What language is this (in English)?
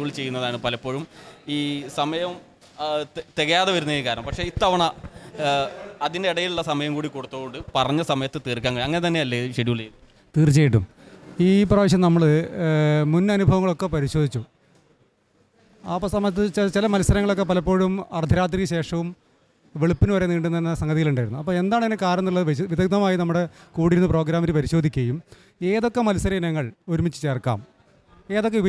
Malayalam